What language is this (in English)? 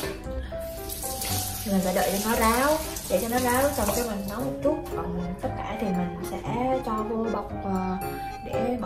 Vietnamese